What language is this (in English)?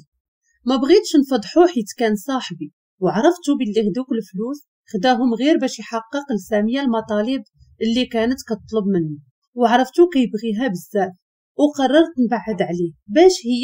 Moroccan Arabic